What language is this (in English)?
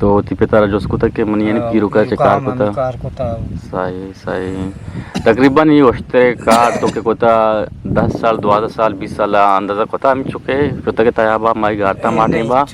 Eastern Balochi